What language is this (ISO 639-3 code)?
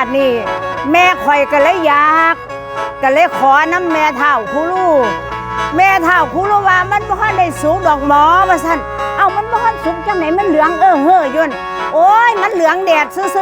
tts